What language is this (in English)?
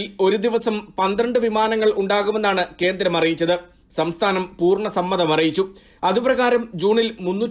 Malayalam